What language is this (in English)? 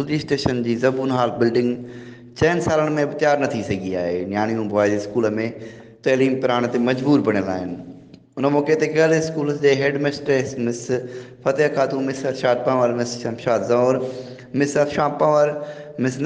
Sindhi